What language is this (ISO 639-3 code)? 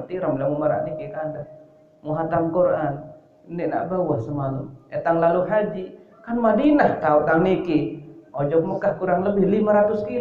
sas